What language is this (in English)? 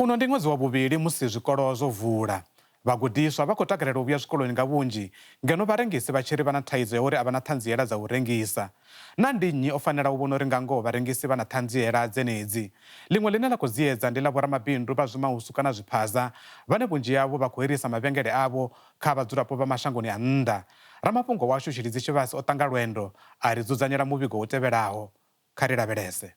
Venda